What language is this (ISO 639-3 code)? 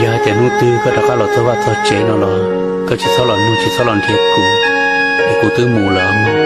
hmn